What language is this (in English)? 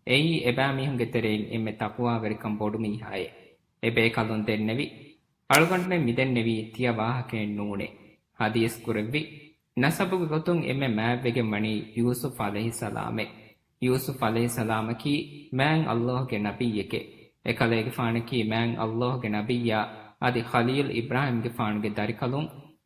Divehi